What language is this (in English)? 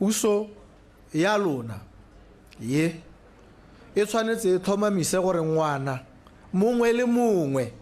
Tswana